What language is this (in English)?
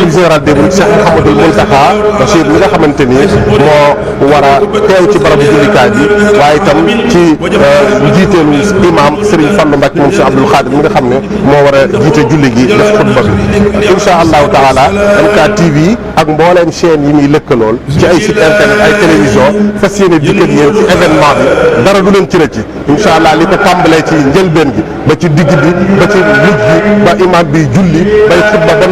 Wolof